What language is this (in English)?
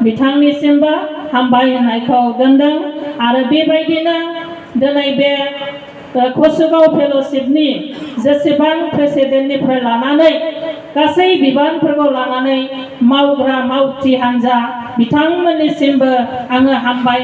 Bodo